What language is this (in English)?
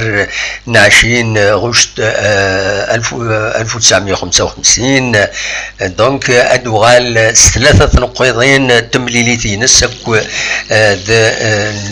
Kabyle